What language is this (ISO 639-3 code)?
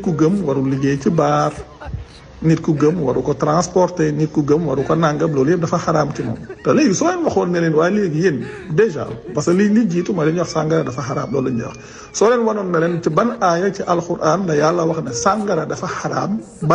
wol